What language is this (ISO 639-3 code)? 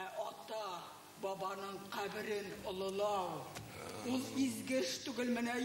bak